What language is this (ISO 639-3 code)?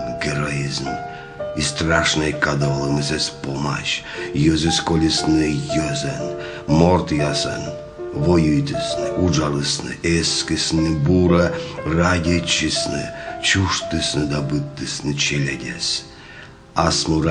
kom